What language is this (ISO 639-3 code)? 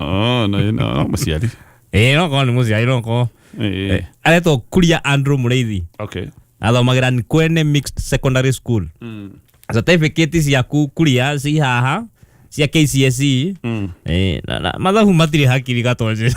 kik